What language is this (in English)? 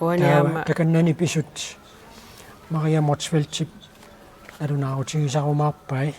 Kalaallisut